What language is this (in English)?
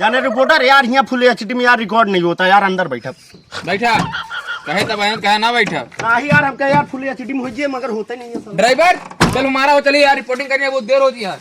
Awadhi